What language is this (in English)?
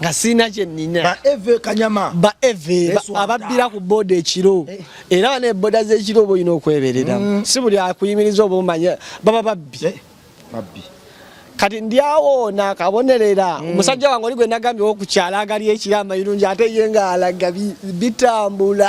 Ganda